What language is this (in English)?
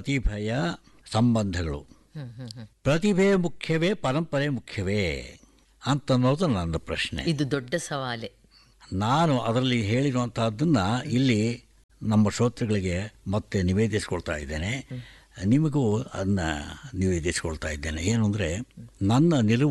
Kannada